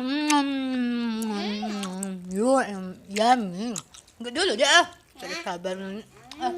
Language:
Musi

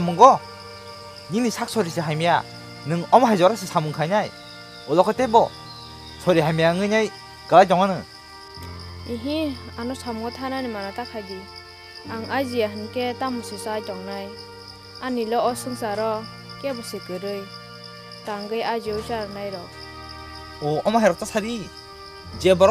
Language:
Kok Borok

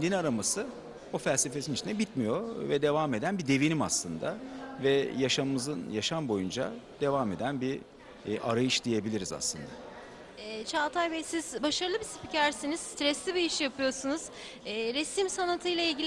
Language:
Turkish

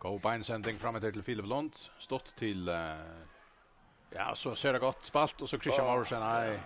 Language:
Faroese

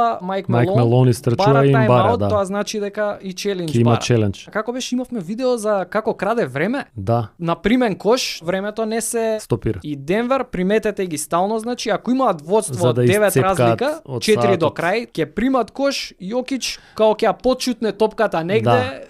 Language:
Macedonian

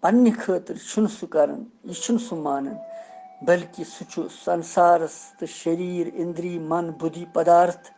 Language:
Kashmiri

